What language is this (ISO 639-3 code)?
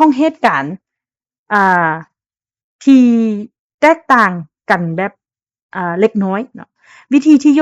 lao